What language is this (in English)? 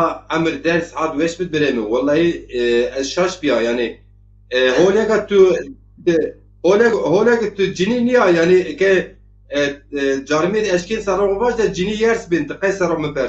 Zaza